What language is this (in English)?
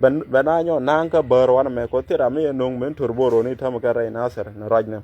Nuer